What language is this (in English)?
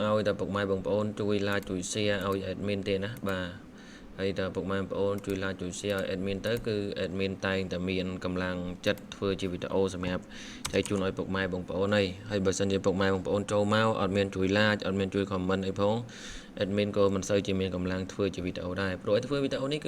Khmer